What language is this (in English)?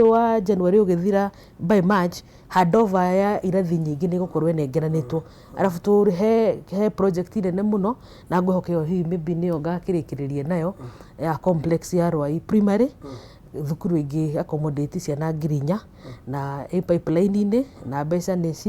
Kikuyu